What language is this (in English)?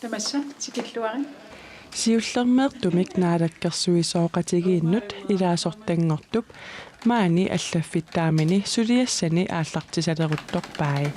Kalaallisut